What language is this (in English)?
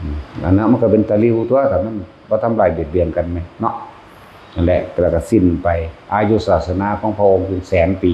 Northeastern Thai